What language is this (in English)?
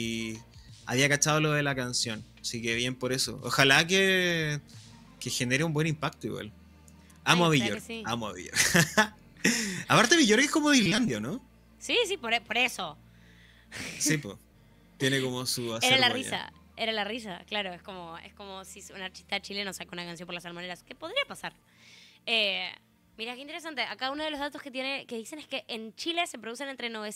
Spanish